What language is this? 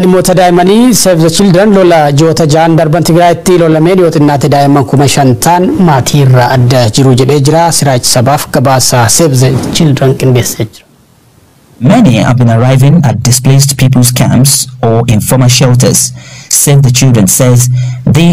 Oromo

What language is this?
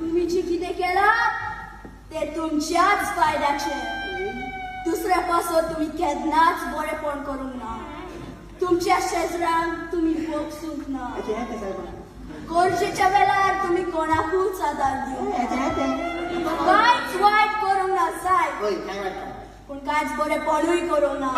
Konkani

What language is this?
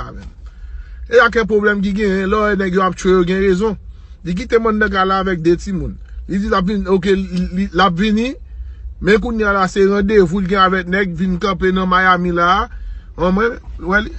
Haitian Creole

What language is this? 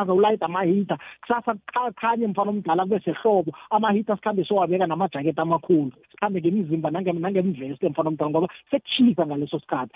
South Ndebele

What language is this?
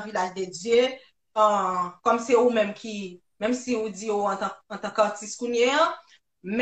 Haitian Creole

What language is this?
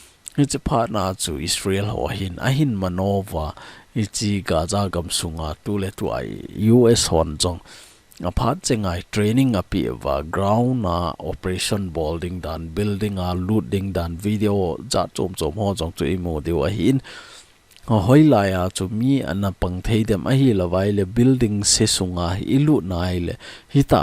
Thado Chin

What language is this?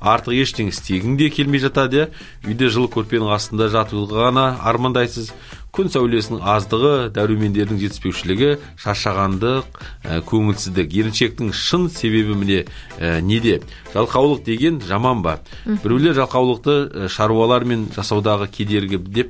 Kazakh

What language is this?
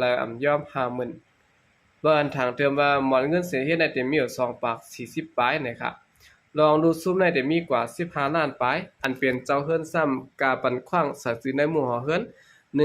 Shan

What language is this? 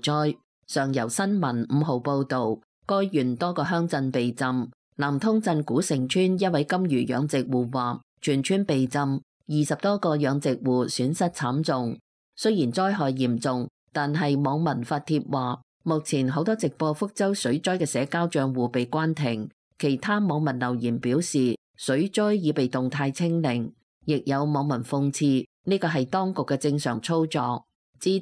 Cantonese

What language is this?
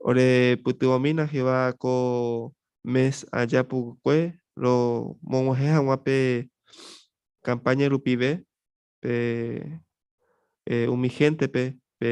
Guarani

